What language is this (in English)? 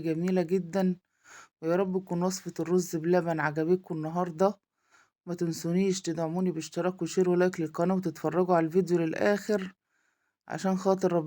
Egyptian Arabic